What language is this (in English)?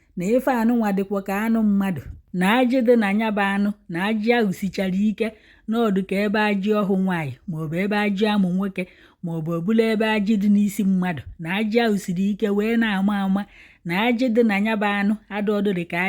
Igbo